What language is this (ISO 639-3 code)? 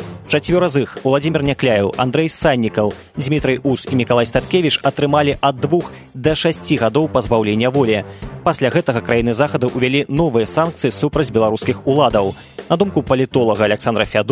bel